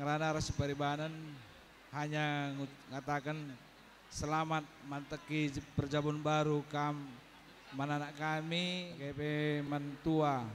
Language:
Batak Karo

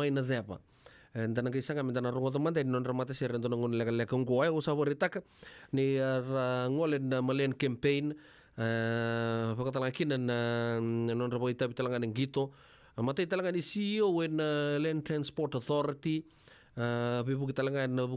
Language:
Fijian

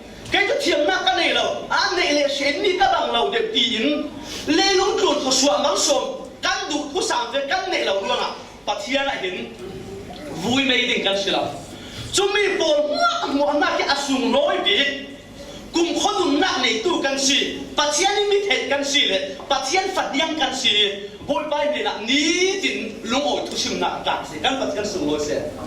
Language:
Falam Chin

